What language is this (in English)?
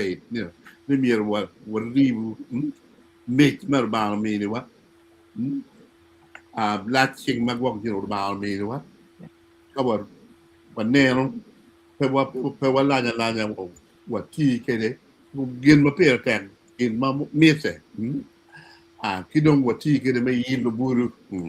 Acoli